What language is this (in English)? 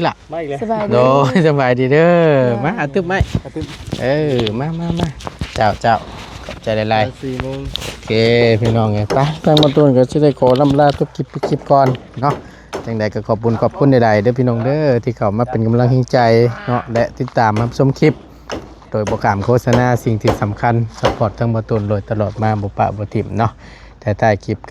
Northeastern Thai